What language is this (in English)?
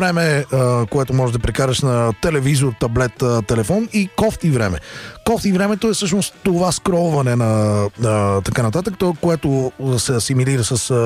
Bulgarian